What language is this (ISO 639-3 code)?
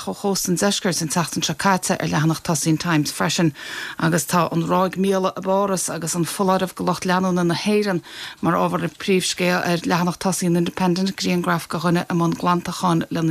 gle